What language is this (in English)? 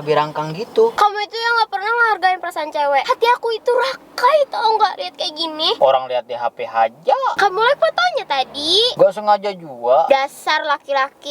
Banjar